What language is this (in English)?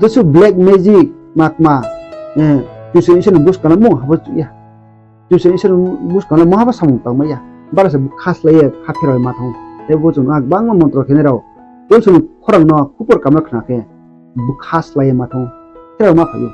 Riang (India)